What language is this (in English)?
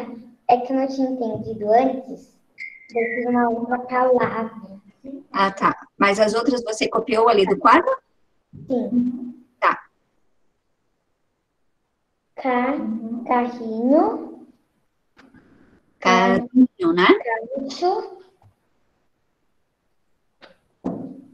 Portuguese